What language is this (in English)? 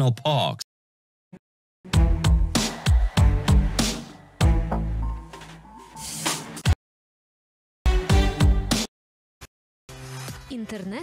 Ukrainian